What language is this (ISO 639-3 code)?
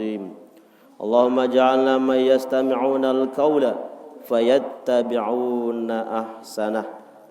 sas